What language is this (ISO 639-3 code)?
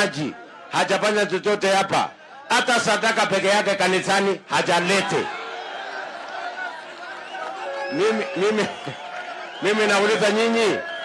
swa